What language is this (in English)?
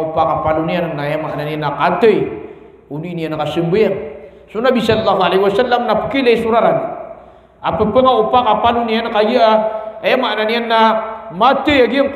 Maranao